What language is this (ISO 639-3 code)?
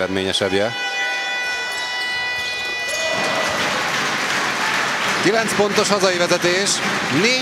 hun